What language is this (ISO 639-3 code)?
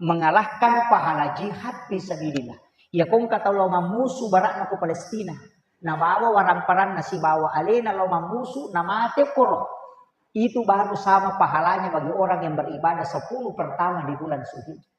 bug